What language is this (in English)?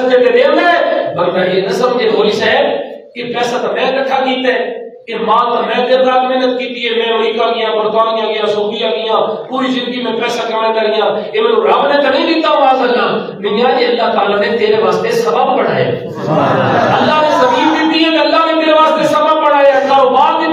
Saraiki